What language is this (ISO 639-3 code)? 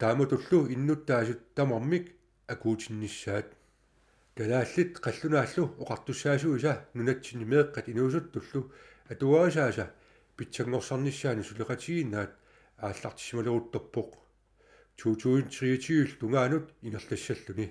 kal